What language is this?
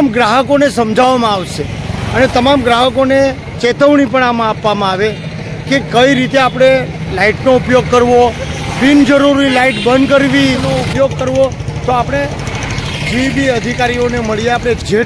Gujarati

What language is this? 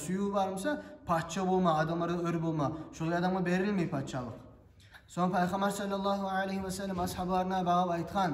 Kumyk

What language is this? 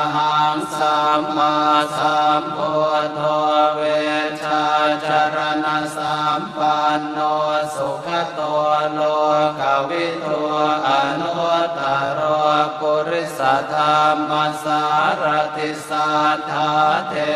Pali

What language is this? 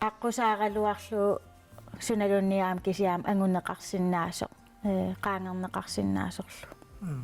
Kalaallisut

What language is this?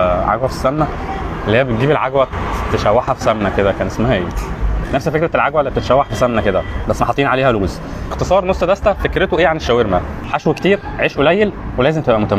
Egyptian Arabic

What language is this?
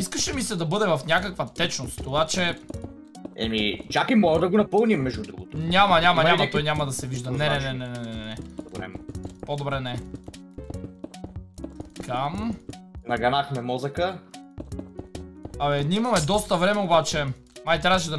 Bulgarian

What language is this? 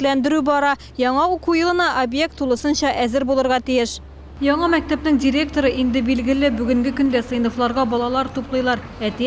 Tatar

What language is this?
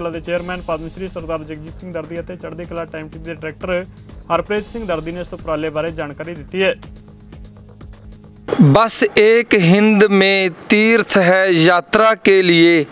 Punjabi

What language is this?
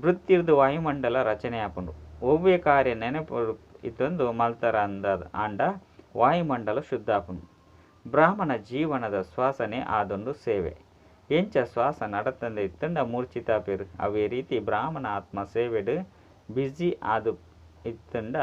Tulu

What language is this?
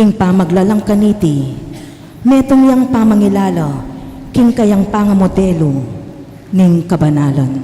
Pampanga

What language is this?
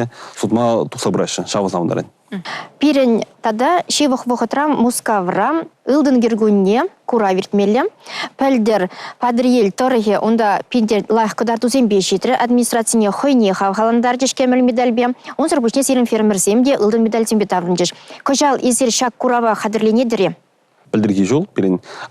Chuvash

